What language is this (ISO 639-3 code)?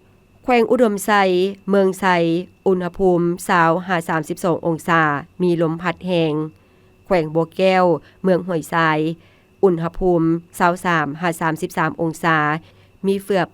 lao